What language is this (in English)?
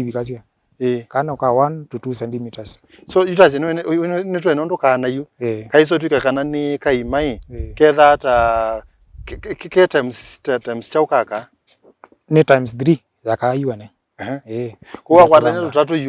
Kamba